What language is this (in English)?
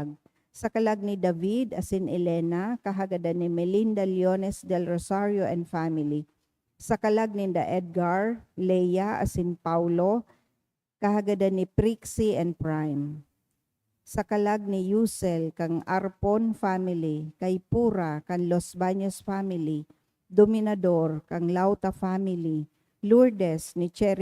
Bikol